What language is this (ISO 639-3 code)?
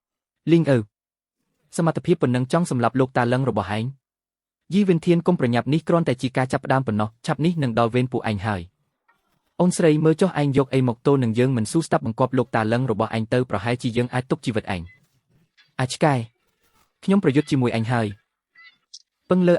khm